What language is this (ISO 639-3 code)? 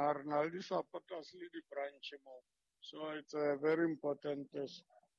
sot